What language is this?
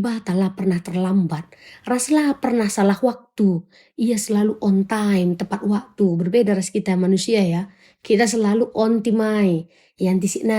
Batak Karo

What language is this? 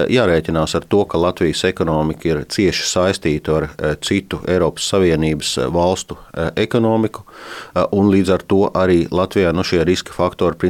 Latvian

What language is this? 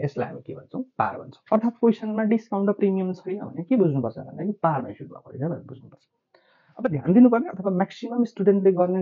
Nepali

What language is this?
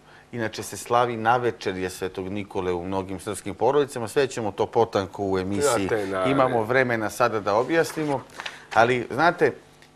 Serbian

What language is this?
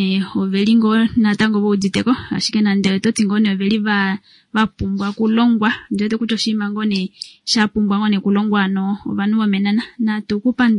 Kuanyama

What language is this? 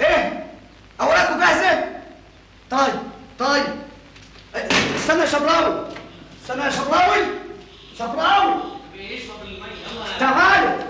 Egyptian Arabic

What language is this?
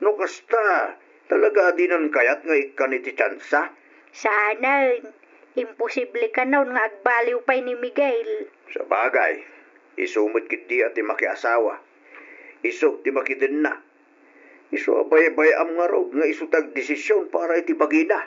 Iloko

